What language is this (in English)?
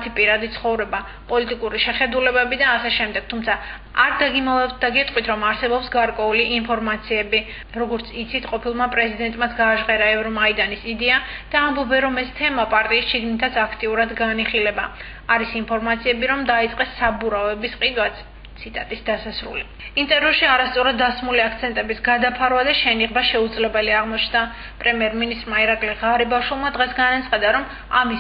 Georgian